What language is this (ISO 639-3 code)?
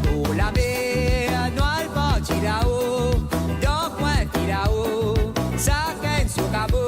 mfe